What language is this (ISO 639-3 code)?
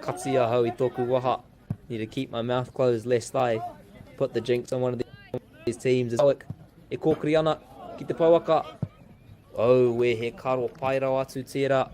mri